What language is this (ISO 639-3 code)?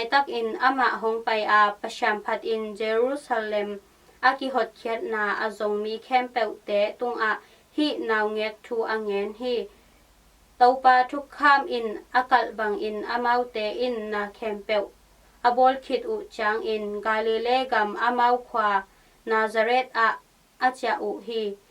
ctd